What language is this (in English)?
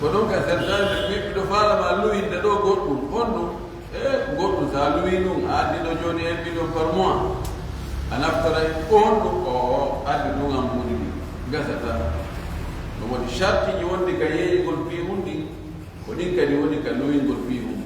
Fula